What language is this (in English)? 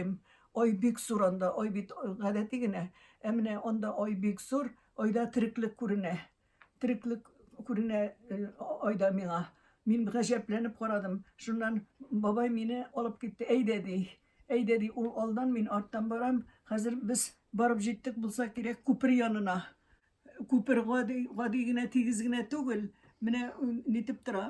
Tatar